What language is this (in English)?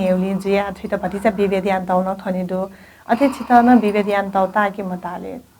Newari